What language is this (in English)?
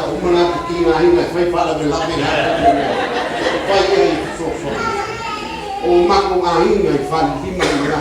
Samoan